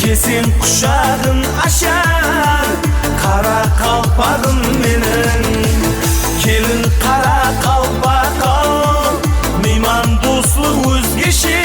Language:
Kara-Kalpak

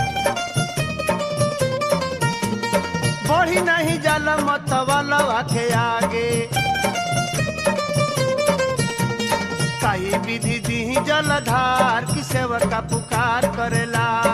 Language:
Bhojpuri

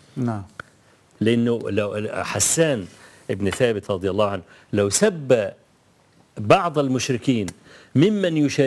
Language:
Egyptian Arabic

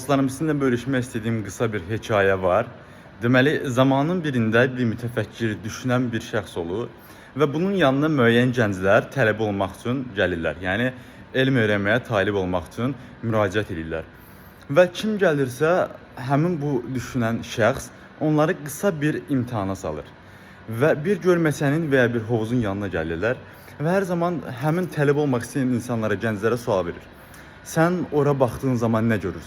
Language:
Azerbaijani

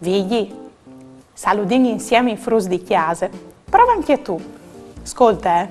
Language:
Friulian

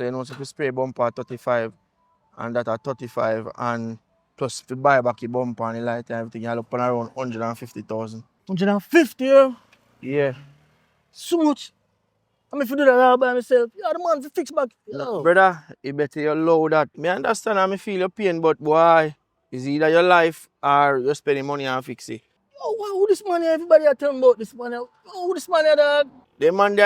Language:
Jamaican Creole English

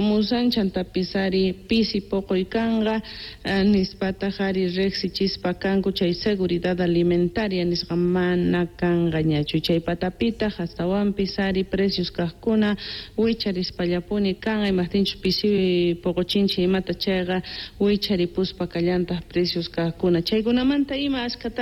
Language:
South Bolivian Quechua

